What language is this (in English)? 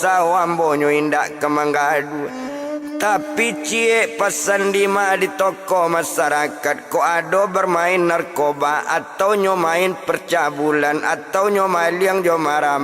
Minangkabau